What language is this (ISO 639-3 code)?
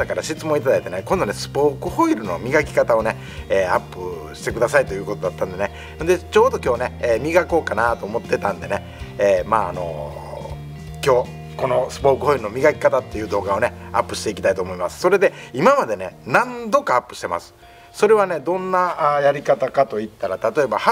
jpn